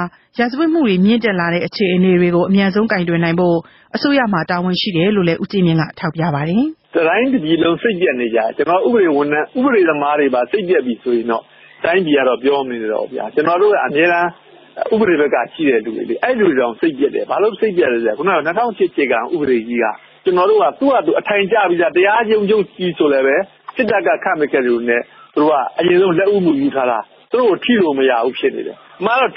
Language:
Burmese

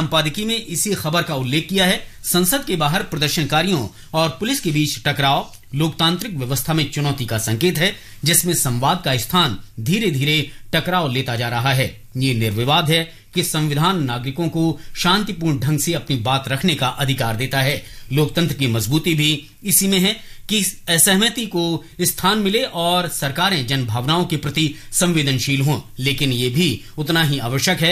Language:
Hindi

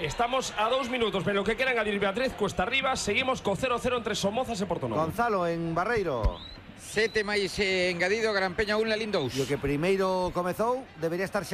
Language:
Galician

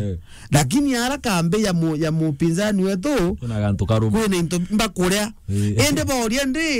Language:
Meru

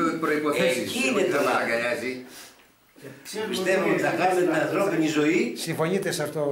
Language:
Greek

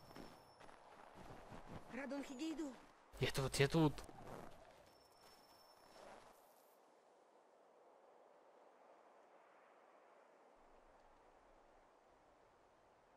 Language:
Russian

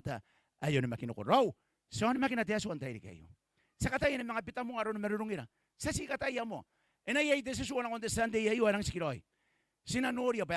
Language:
Gilbertese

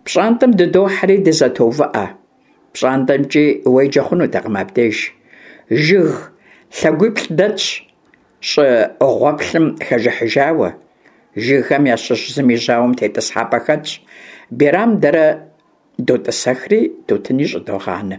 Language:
Kabardian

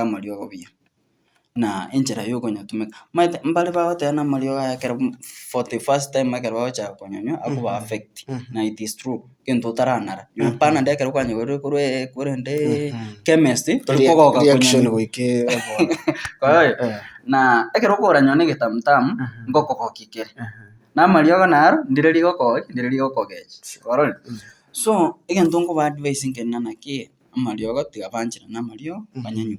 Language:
Gusii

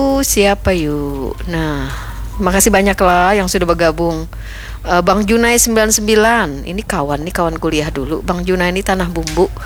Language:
Banjar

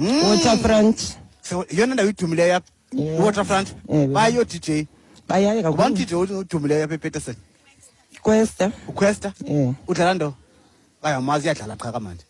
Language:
Xhosa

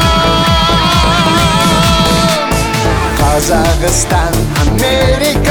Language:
Kazakh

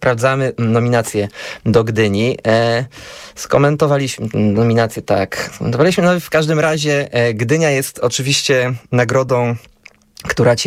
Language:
Polish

